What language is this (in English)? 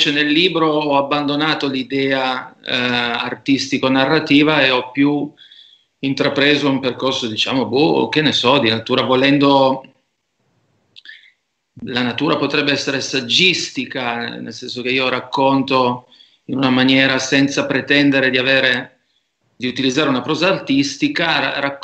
Italian